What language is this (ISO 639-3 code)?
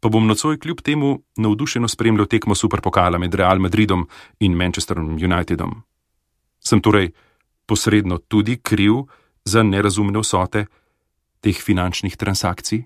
slv